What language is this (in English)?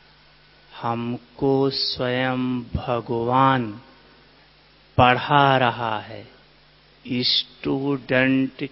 Hindi